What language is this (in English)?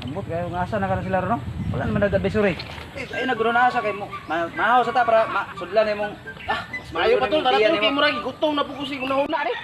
Cebuano